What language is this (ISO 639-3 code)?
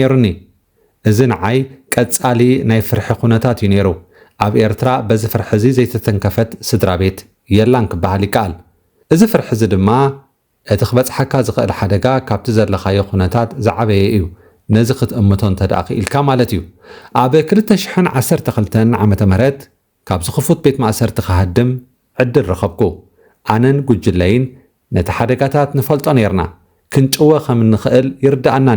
tir